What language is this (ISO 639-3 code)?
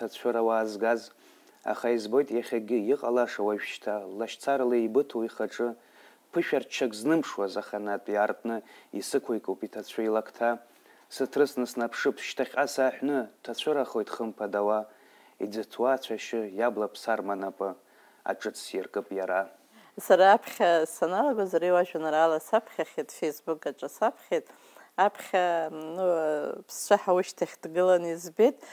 abk